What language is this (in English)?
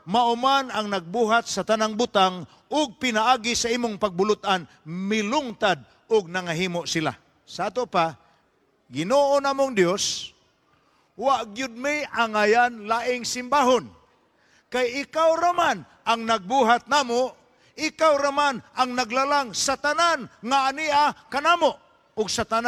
Cebuano